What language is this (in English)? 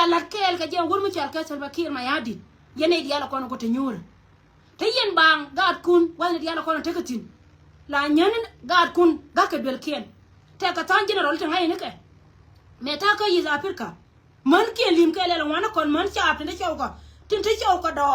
Nuer